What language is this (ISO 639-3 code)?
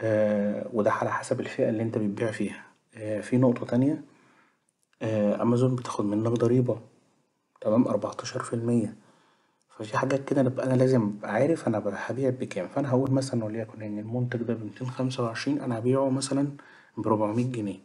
arz